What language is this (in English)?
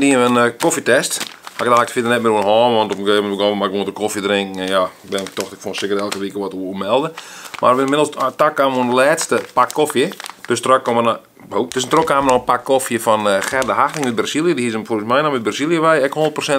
Western Frisian